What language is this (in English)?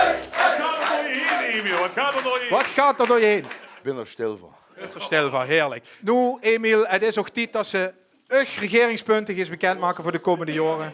Limburgish